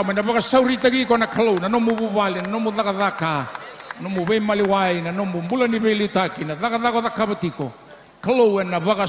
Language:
Fijian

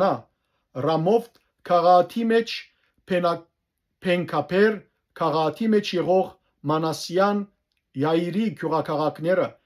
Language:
Western Armenian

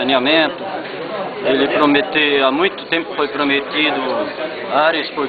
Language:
Portuguese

